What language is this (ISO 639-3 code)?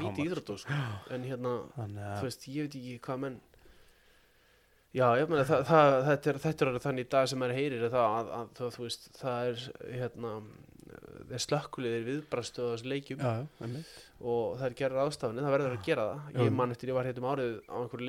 isl